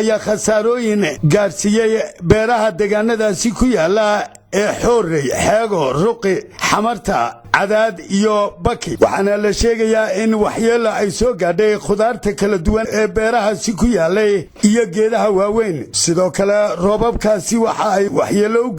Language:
Somali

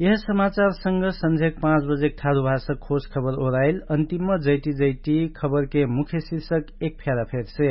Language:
Dangaura Tharu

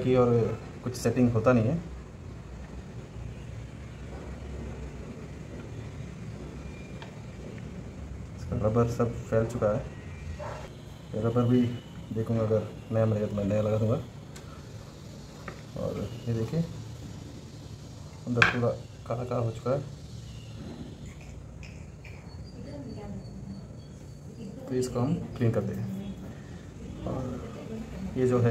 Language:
Hindi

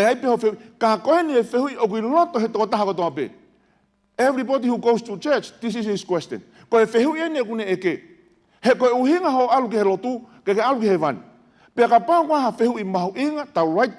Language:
Tongan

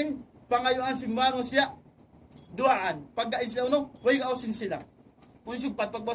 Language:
Tausug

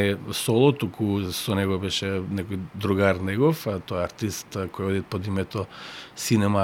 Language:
Macedonian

